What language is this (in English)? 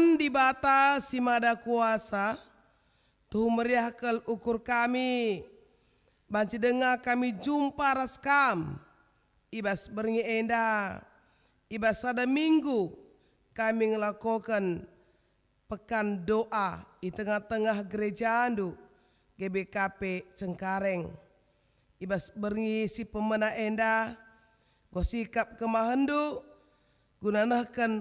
Batak Karo